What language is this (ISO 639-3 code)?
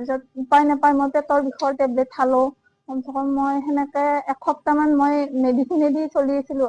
asm